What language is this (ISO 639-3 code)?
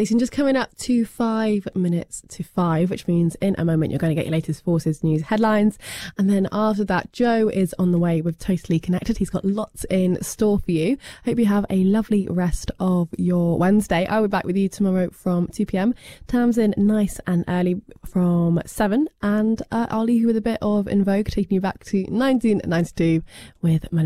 eng